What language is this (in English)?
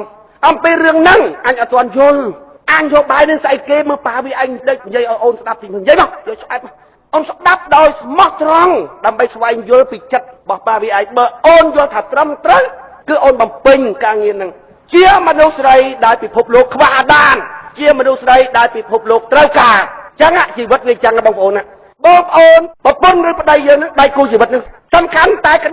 Khmer